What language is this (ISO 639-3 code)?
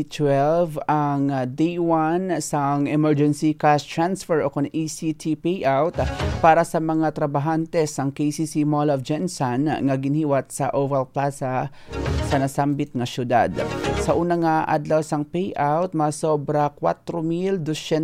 hil